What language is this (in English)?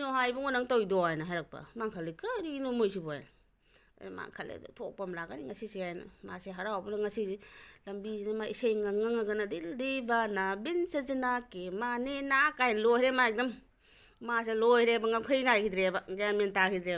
Manipuri